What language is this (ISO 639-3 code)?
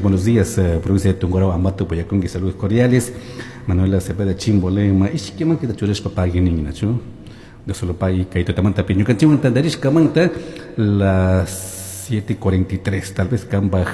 qug